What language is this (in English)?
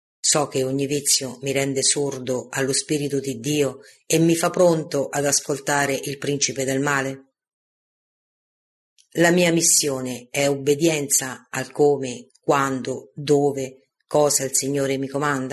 Italian